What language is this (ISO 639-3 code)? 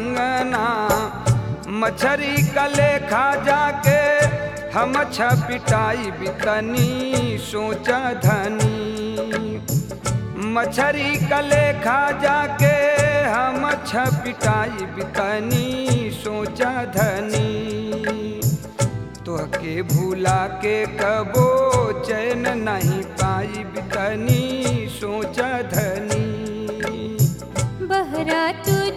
bho